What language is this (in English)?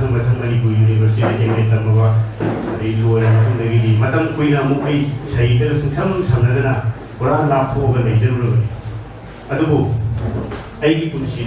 Manipuri